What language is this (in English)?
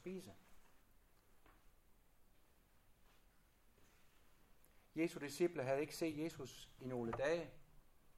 Danish